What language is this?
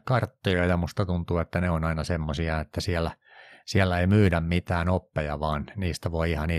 Finnish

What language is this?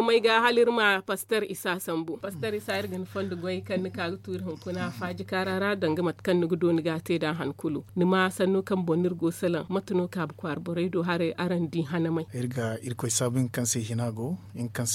Zarma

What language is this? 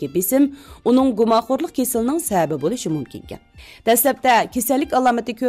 Uyghur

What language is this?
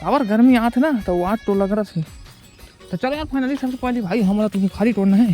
Chhattisgarhi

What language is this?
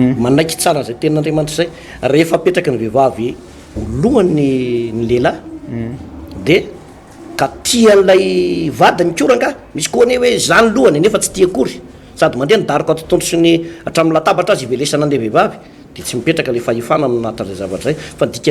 Malagasy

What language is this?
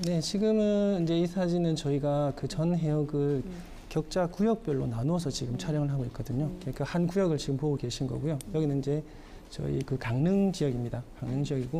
Korean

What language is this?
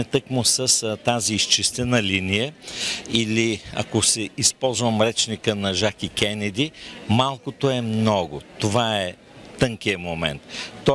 Bulgarian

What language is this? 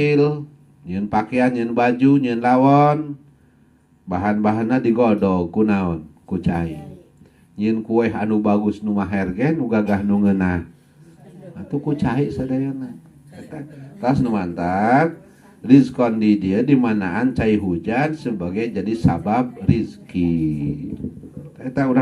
Sundanese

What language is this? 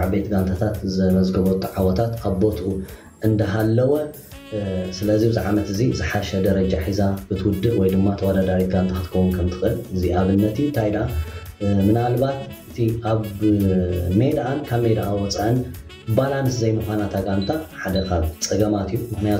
Tigrinya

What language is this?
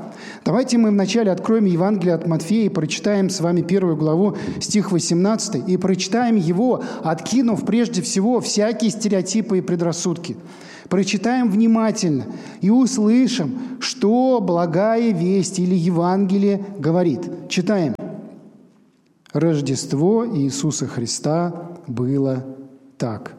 Russian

